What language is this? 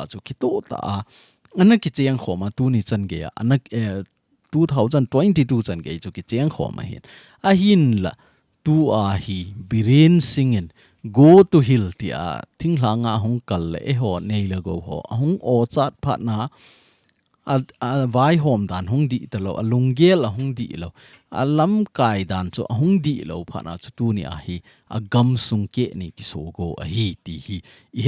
Thado Chin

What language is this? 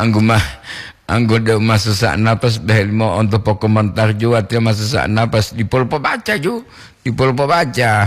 Gorontalo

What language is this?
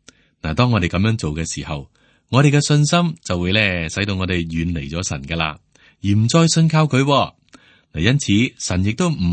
Cantonese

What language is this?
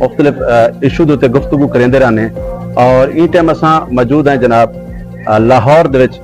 Saraiki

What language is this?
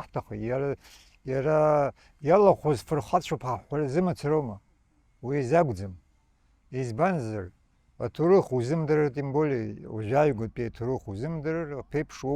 Abkhazian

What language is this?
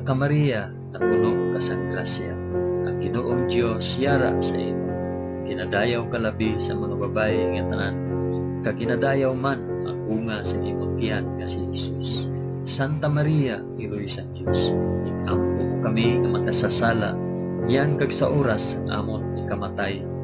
Hiligaynon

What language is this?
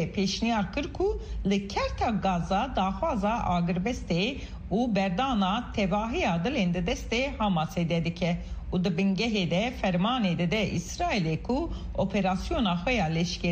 Kurdish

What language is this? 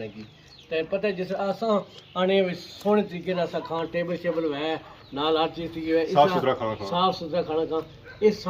Pahari-Potwari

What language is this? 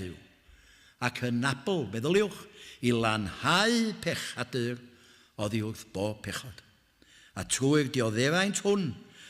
Welsh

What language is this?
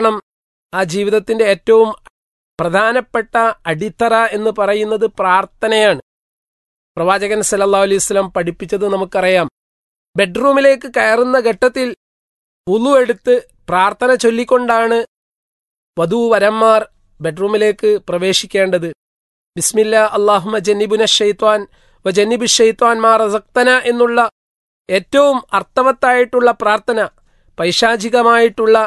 Malayalam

